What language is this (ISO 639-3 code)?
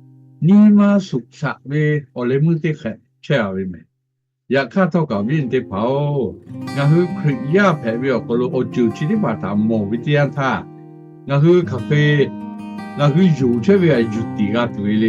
lhu